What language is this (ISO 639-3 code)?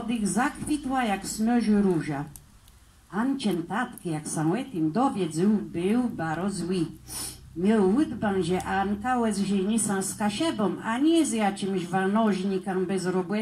csb